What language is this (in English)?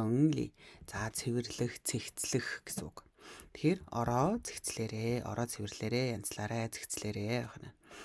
Mongolian